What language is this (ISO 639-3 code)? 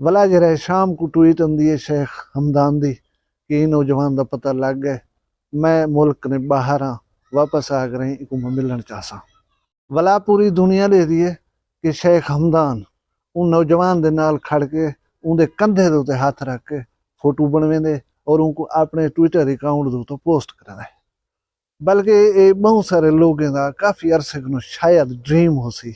skr